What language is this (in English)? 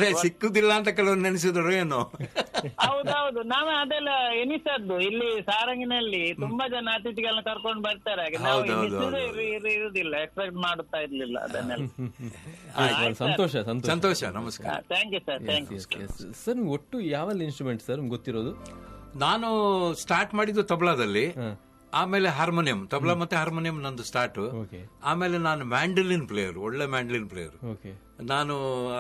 Kannada